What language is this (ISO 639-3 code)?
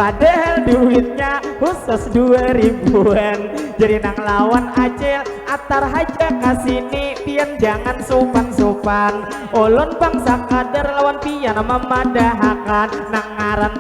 bjn